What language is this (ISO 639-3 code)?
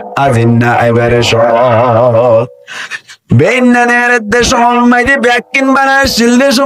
rhg